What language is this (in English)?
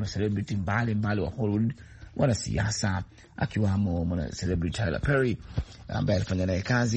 Swahili